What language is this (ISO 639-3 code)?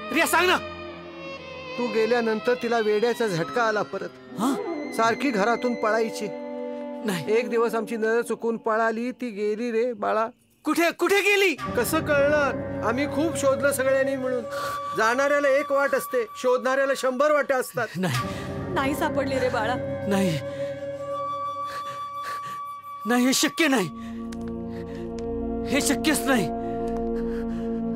mar